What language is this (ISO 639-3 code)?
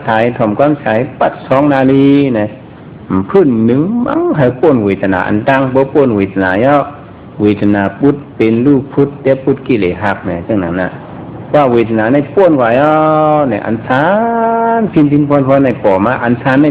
shn